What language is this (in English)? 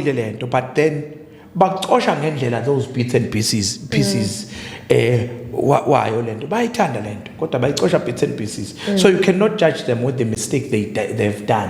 Zulu